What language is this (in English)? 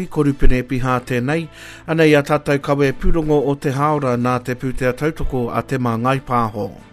Māori